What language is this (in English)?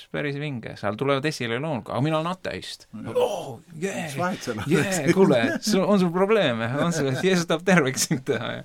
Estonian